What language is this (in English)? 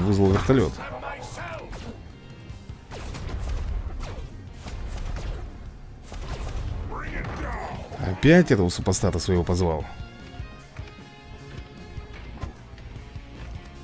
Russian